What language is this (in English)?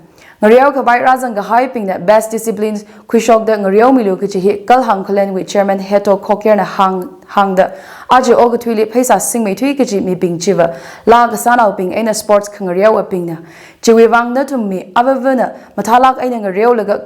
Tangkhul Naga (India)